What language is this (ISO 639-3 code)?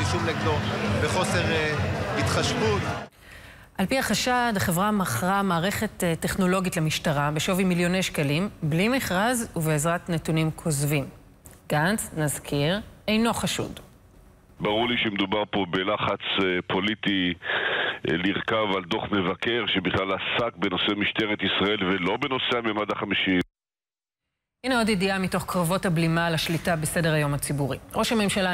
heb